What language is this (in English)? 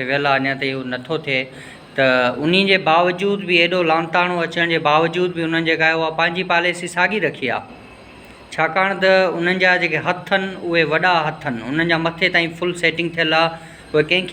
Sindhi